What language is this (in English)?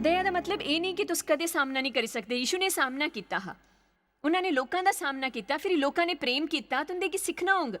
Dogri